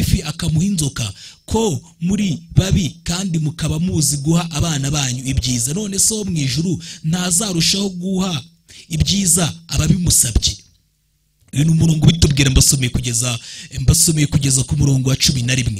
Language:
Kinyarwanda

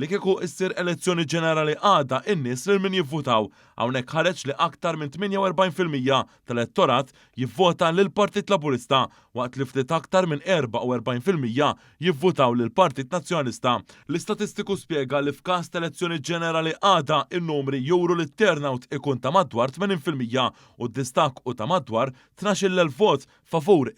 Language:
Maltese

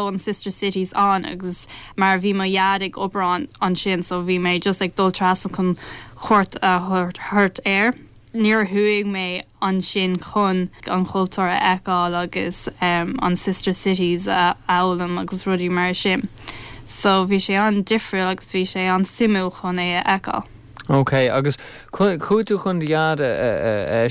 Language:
Irish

